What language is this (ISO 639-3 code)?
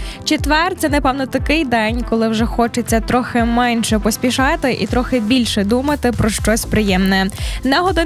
ukr